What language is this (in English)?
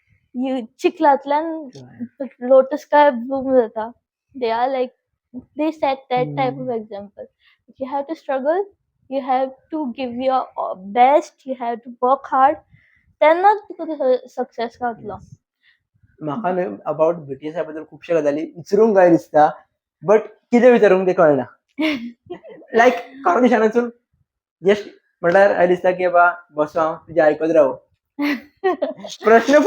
Konkani